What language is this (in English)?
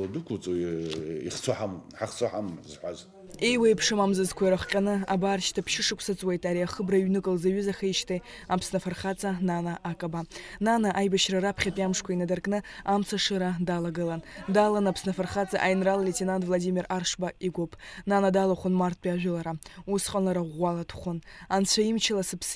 Abkhazian